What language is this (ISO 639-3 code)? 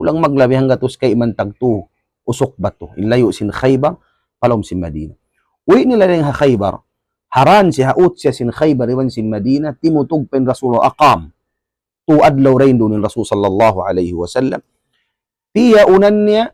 tsg